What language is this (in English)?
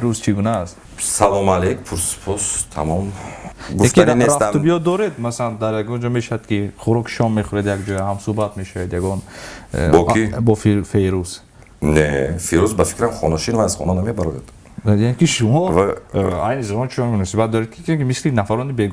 Tajik